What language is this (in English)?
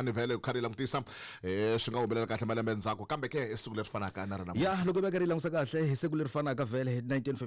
Tsonga